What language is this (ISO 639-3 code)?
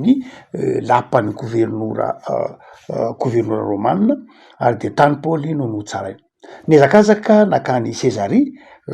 mlg